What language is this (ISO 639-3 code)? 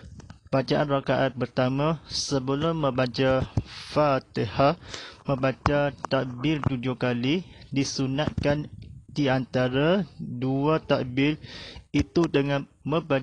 msa